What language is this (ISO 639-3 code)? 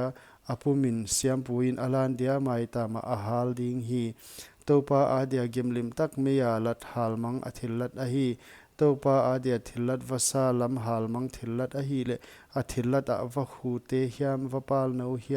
pck